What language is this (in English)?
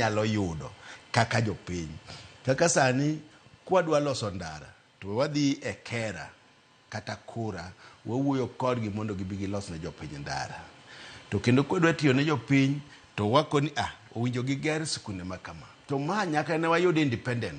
Luo (Kenya and Tanzania)